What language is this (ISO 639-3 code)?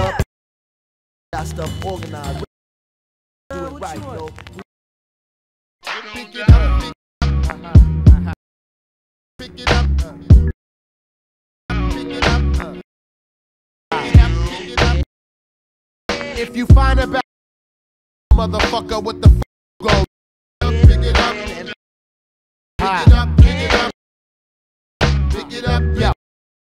eng